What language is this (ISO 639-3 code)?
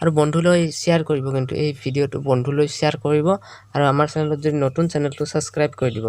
asm